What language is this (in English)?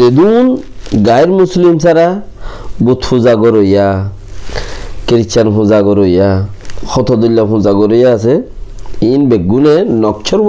Rohingya